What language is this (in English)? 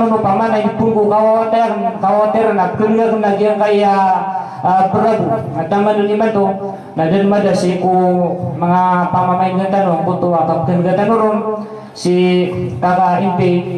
Maranao